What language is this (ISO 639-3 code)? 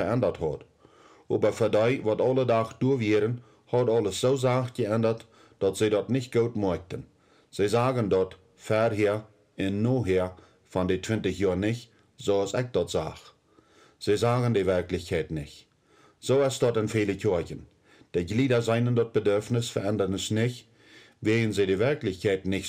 pdt